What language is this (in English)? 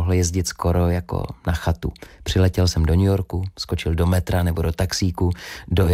Czech